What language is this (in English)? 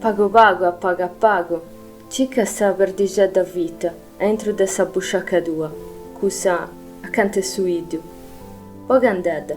Sardinian